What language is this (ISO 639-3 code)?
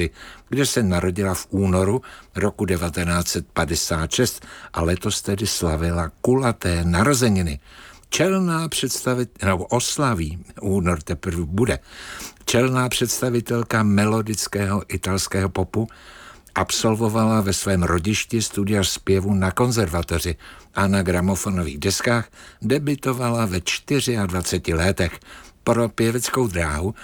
ces